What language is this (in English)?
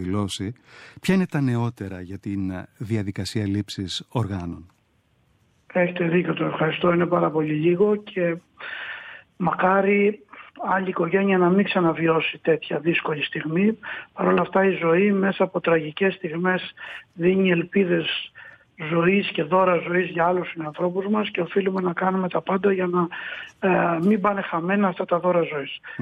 Greek